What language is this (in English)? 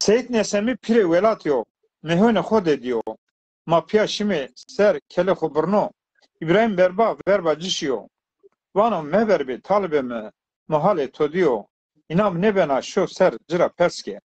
Zaza